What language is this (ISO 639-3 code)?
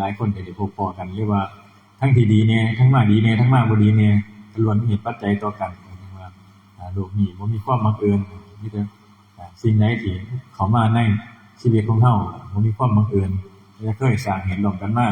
tts